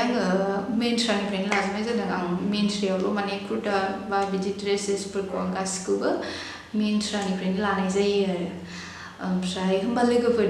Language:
Bodo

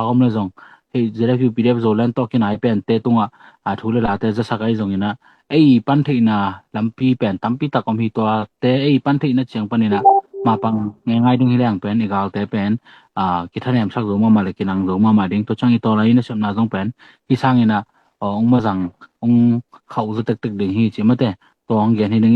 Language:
Tedim Chin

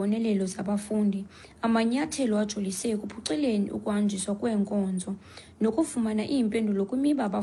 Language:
Xhosa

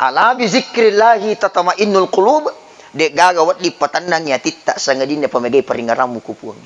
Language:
Buginese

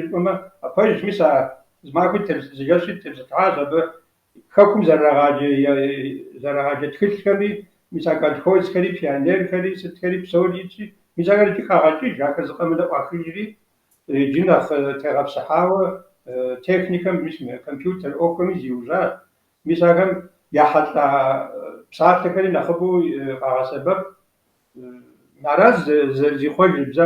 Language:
Kabardian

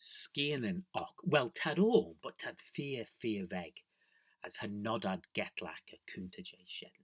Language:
Manx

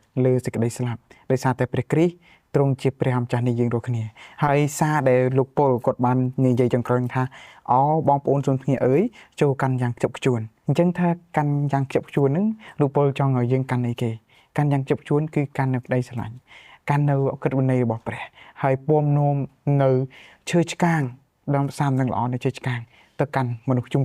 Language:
Khmer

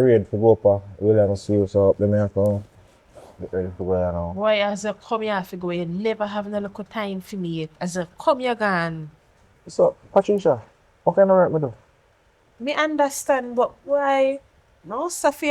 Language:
Jamaican Creole English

